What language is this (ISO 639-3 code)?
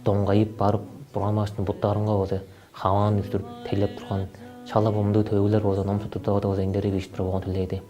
tyv